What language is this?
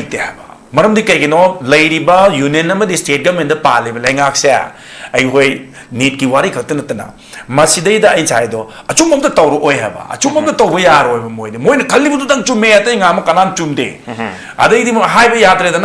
Manipuri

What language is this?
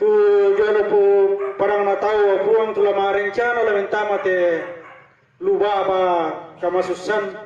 Toraja-Sa'dan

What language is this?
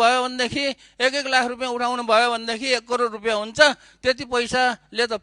Nepali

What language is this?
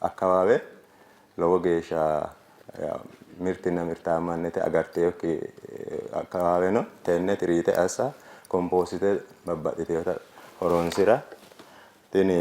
Sidamo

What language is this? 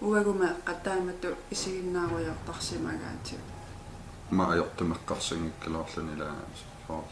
Kalaallisut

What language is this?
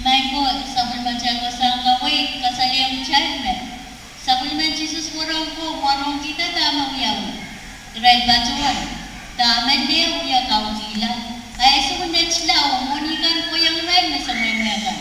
Pohnpeian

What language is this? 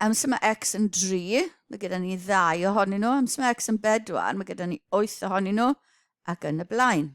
Welsh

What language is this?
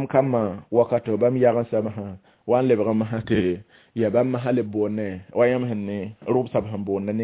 Mossi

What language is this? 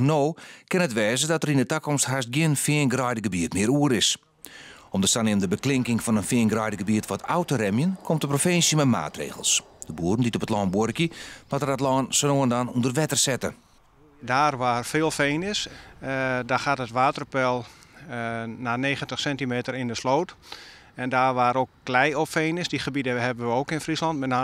Western Frisian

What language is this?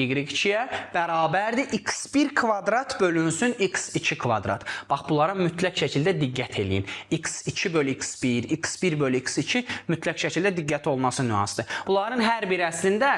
Azerbaijani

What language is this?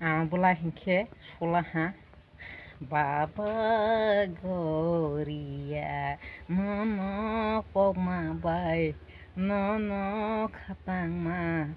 Kok Borok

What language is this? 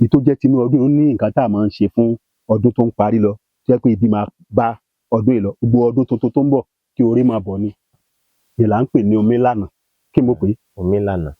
Yoruba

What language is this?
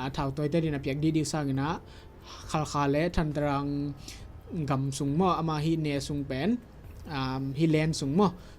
Tedim Chin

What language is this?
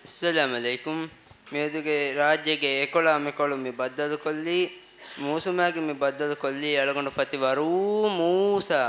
Divehi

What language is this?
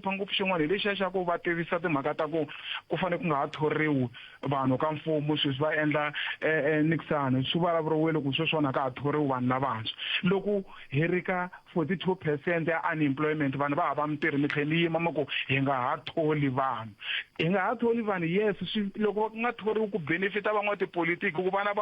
Tsonga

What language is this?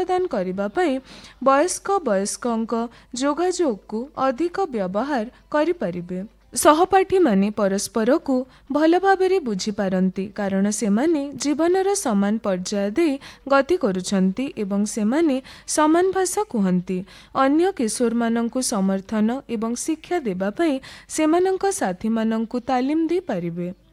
Odia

